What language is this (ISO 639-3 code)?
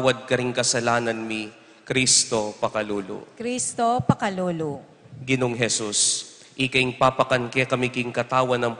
pam